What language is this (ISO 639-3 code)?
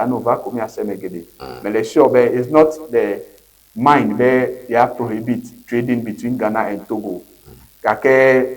ewe